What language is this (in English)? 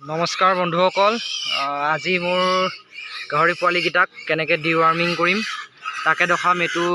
Assamese